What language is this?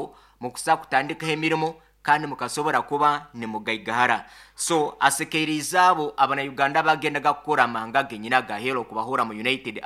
Nyankole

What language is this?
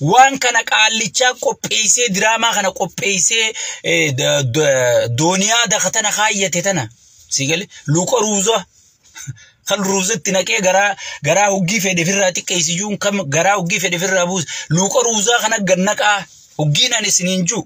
Oromo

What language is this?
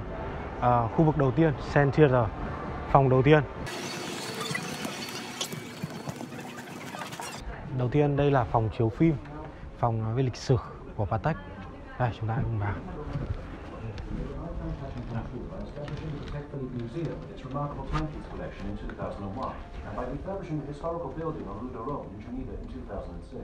Vietnamese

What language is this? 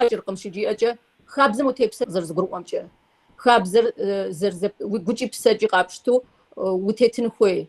Kabardian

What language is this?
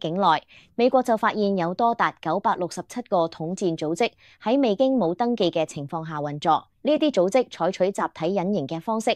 Cantonese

